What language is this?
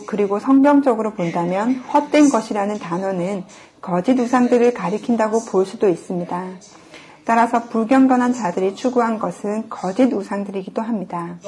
Korean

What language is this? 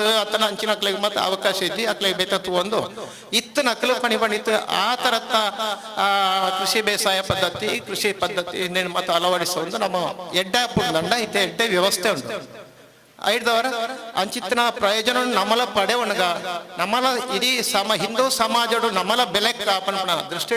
Tulu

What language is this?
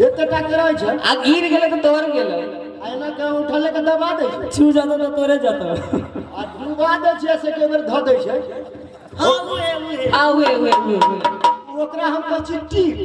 Maithili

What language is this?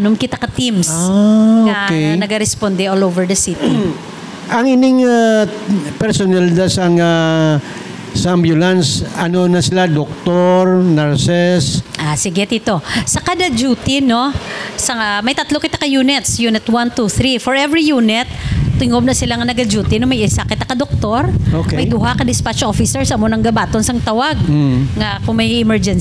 Hiligaynon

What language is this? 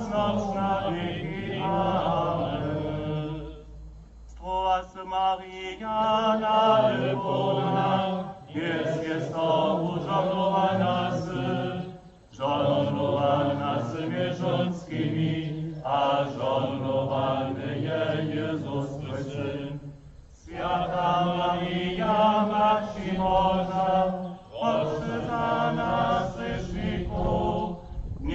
Upper Sorbian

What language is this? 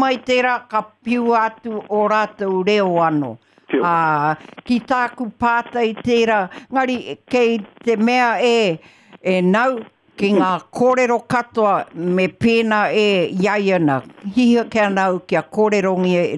Māori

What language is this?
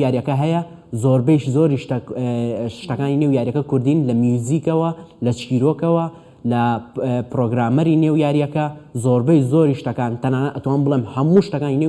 Central Kurdish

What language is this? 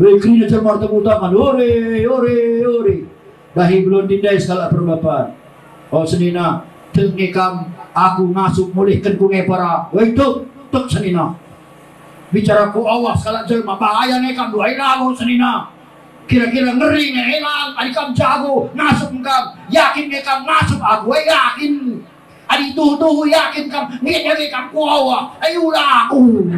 Batak Karo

